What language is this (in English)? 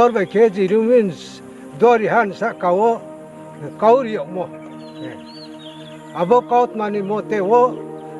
Riang (India)